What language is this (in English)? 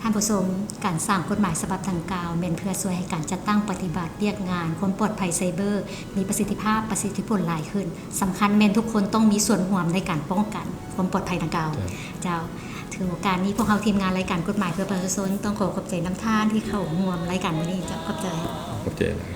Lao